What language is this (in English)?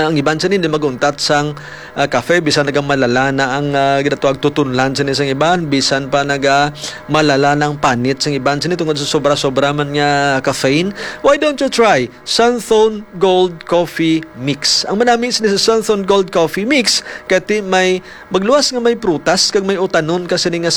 Hiligaynon